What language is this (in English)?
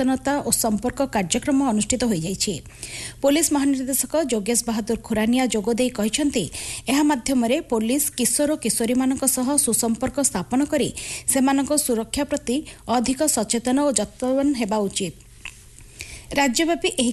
Odia